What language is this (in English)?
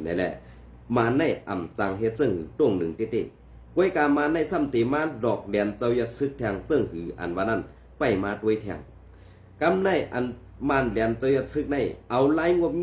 Shan